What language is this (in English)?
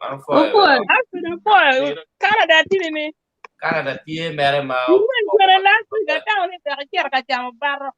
Acoli